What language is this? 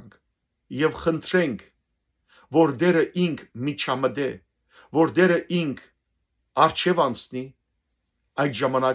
Western Armenian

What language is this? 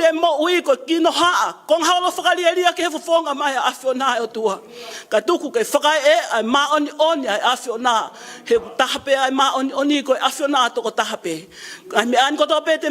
Tongan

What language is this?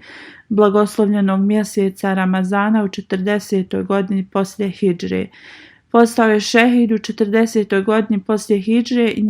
Bosnian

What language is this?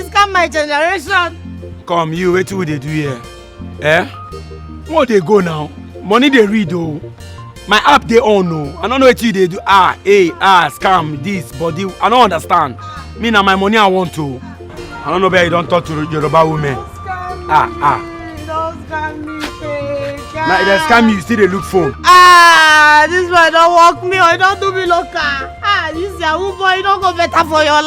Nigerian Pidgin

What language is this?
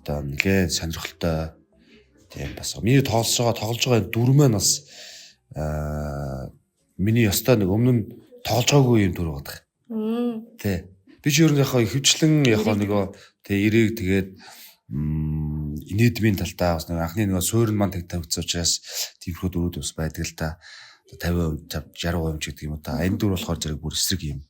Mongolian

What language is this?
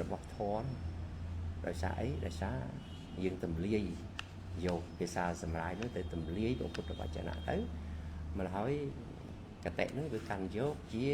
Khmer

